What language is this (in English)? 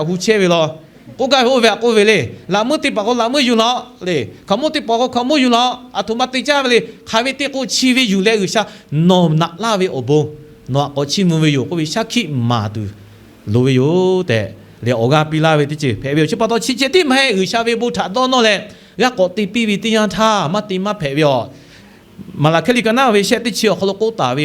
Lahu